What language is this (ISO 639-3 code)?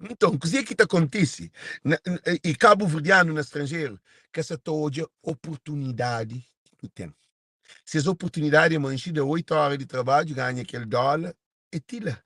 kea